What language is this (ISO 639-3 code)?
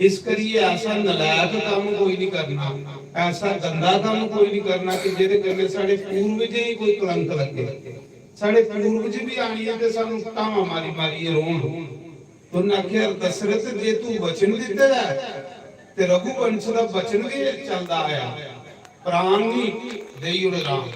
doi